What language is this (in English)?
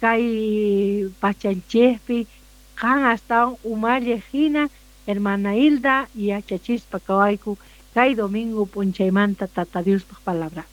Quechua